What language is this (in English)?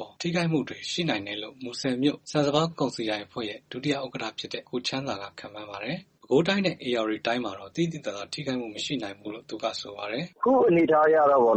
Burmese